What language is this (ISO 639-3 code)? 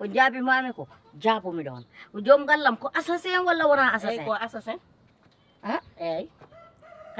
ful